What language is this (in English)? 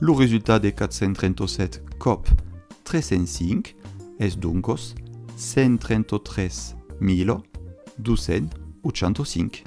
Occitan